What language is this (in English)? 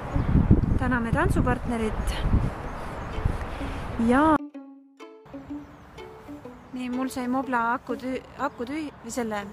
Estonian